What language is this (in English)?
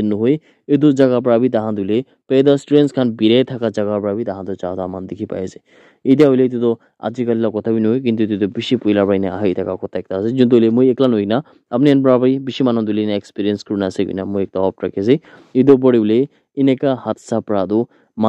Naga Pidgin